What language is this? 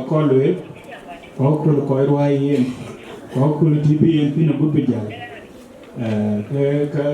Dinka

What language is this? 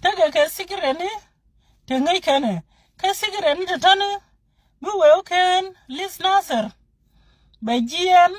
Nuer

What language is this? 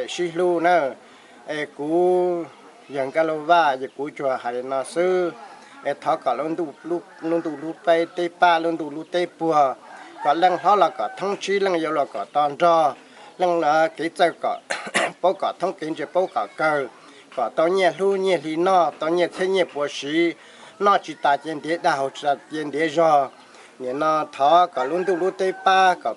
Hmong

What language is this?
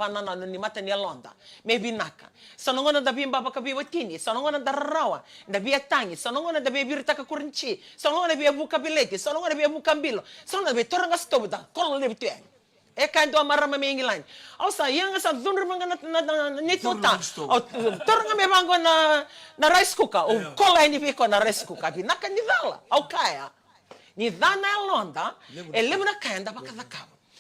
Fijian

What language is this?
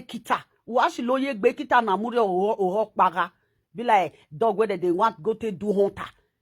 Nigerian Pidgin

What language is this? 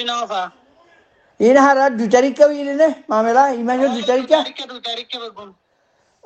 Rohingya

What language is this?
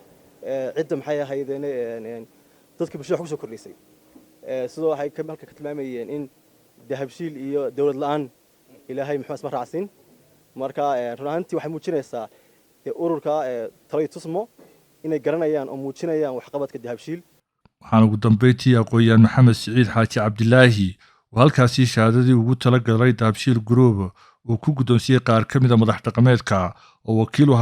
Somali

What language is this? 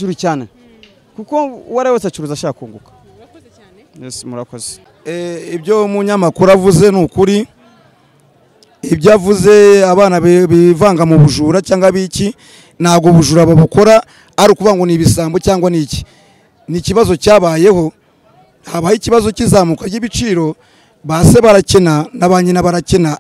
Kinyarwanda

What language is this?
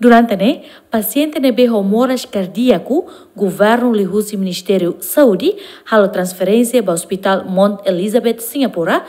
Tetum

